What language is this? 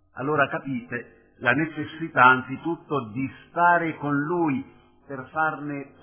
Italian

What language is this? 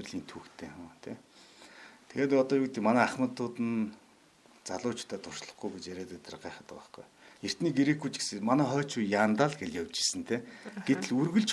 Mongolian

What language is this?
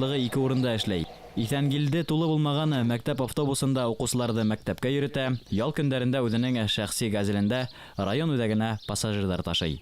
Bashkir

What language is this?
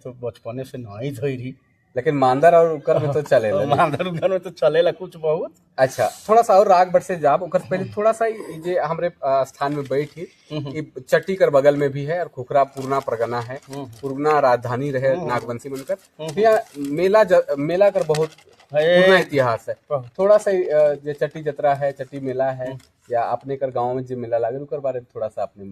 Sadri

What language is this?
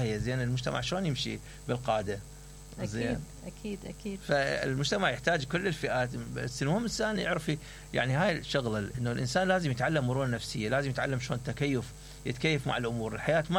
Mesopotamian Arabic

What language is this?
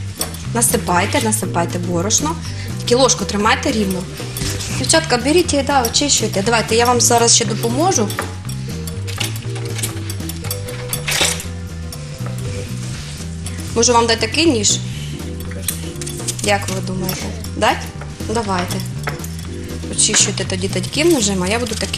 Ukrainian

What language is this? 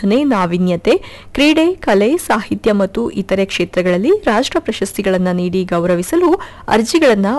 Kannada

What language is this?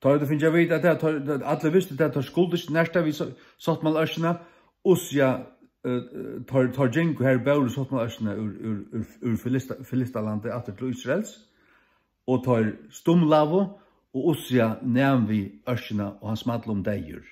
Faroese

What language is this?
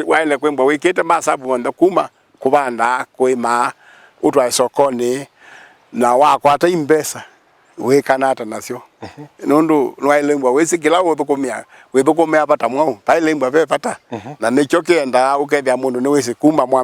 Kamba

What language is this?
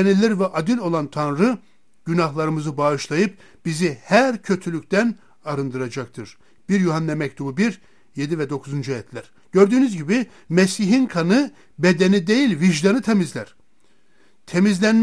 Turkish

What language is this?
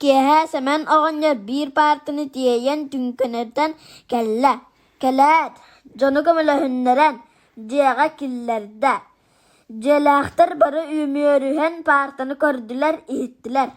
Yakut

